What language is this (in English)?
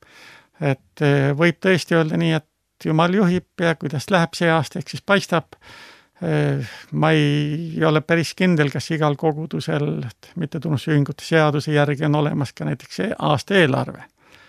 Estonian